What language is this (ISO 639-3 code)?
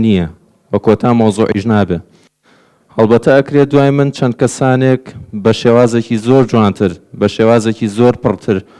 ckb